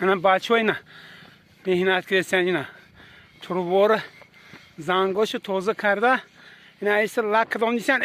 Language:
Tajik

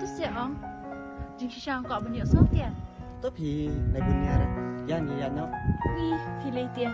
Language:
Khasi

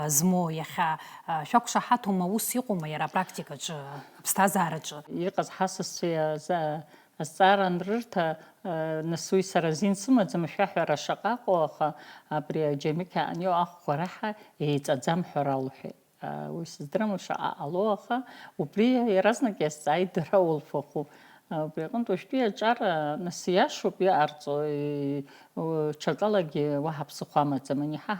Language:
Abkhazian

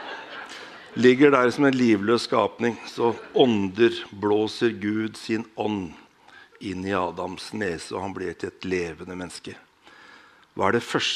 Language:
Norwegian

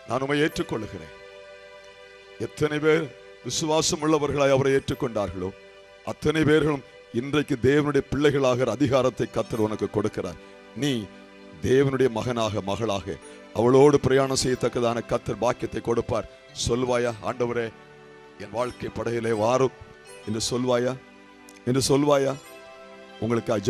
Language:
Tamil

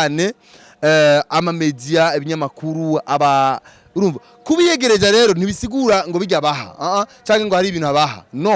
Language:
Rundi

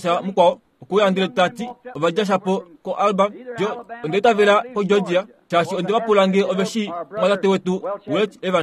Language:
Kuanyama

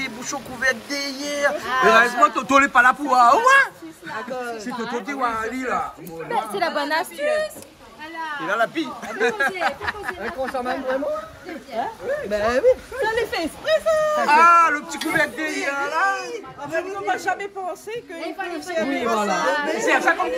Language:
Réunion Creole French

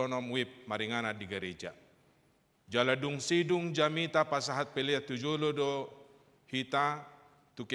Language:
Batak Toba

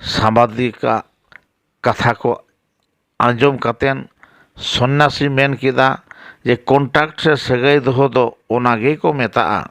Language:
Santali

